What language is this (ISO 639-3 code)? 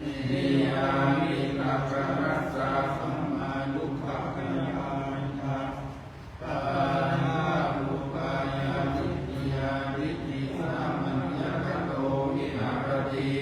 pli